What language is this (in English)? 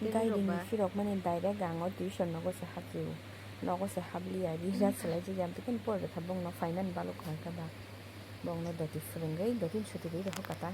Kok Borok